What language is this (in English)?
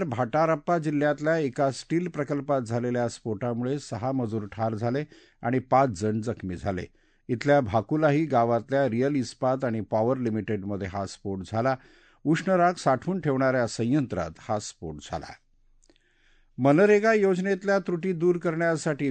Marathi